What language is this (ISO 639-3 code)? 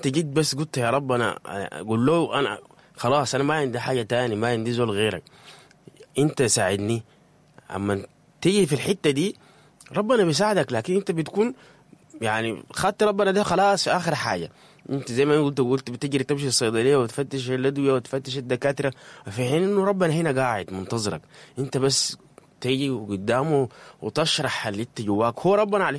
apd